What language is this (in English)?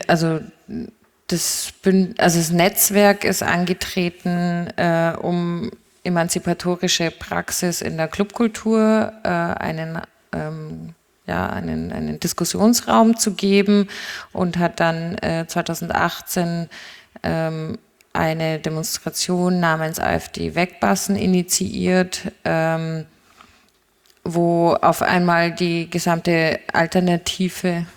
German